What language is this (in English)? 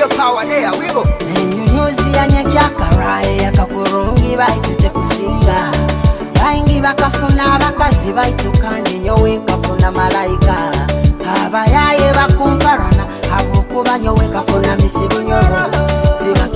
Nyoro